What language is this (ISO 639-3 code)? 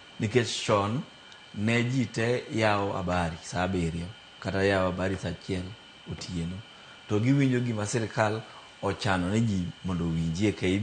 luo